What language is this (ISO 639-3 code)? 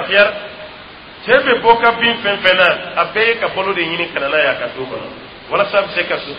dyu